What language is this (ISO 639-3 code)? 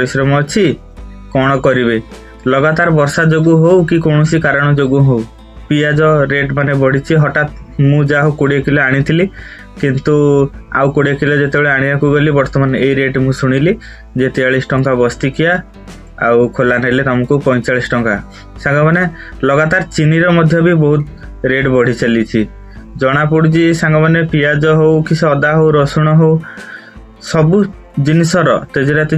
ori